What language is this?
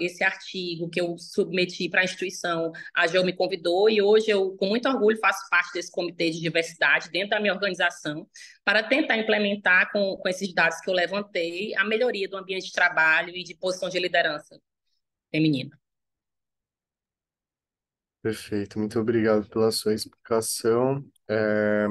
Portuguese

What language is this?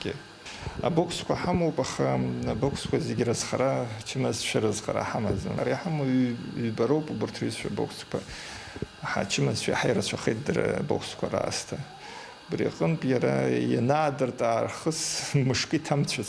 Abkhazian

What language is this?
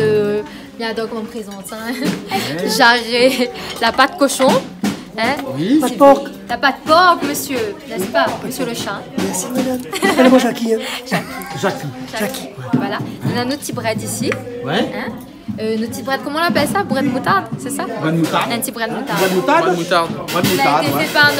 Réunion Creole French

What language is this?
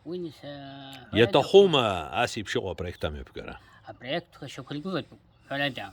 Abkhazian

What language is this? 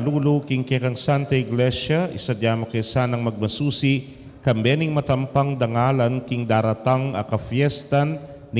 Pampanga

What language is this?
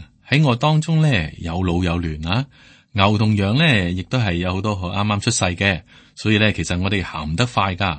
Cantonese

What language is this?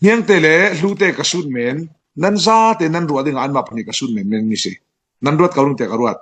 Falam Chin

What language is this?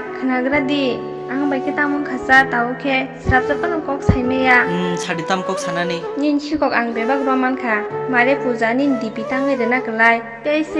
Kok Borok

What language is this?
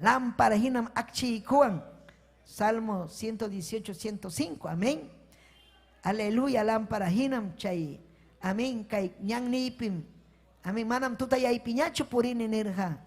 Ayacucho Quechua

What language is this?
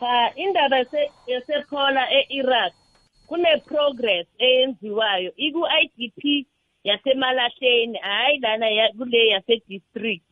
South Ndebele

